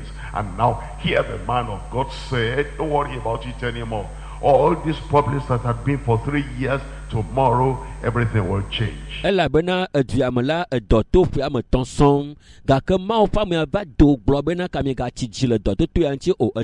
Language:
Ewe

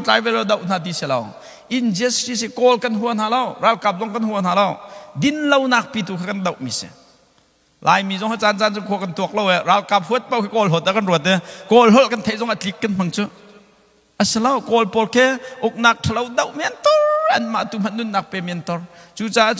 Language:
Hakha Chin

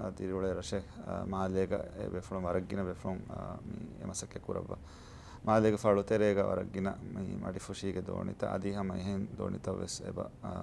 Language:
Divehi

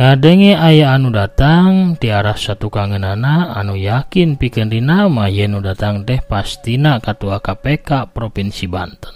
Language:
Sundanese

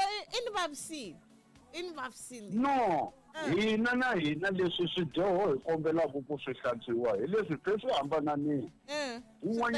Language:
Tsonga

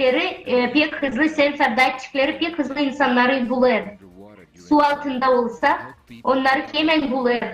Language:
Gagauz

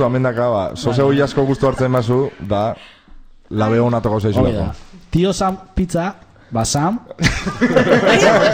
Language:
Basque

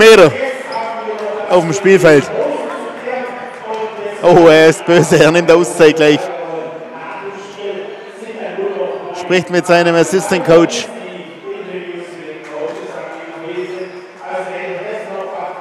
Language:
German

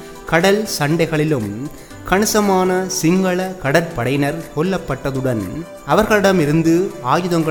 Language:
Tamil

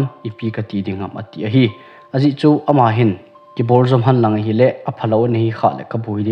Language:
Thado Chin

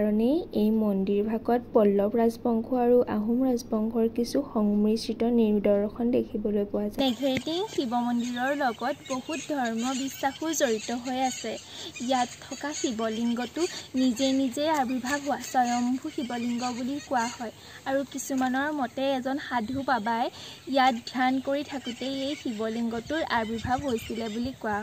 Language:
Assamese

